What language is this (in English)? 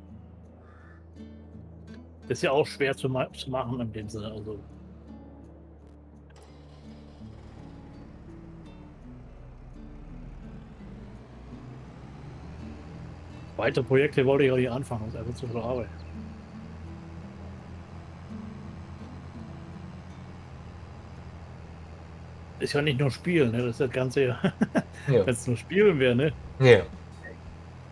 German